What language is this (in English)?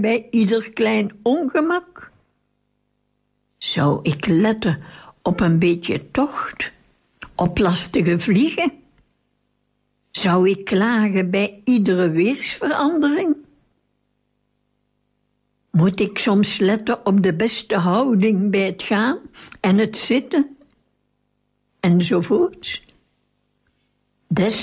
Dutch